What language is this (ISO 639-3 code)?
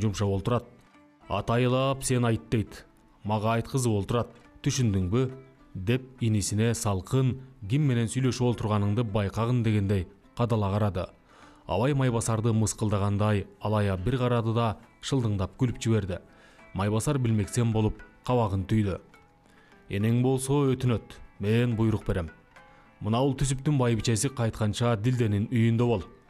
kir